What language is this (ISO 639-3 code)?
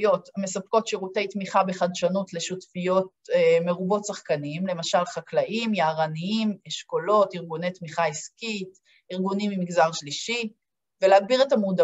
heb